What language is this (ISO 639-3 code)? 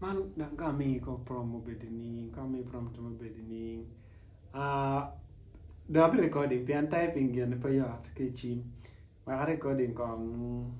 ach